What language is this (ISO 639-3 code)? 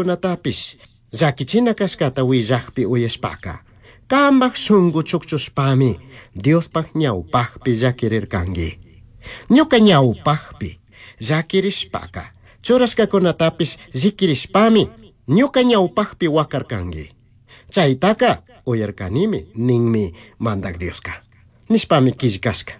qug